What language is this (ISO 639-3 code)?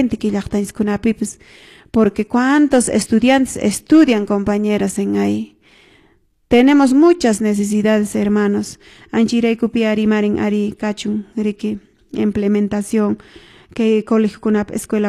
que